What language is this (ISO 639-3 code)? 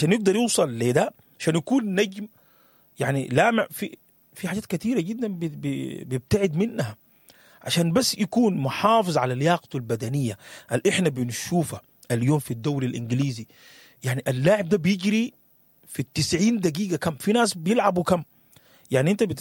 apd